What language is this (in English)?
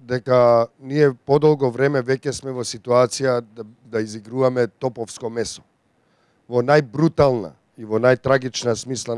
Macedonian